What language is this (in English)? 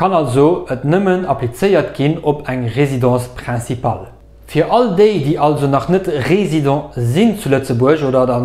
Luxembourgish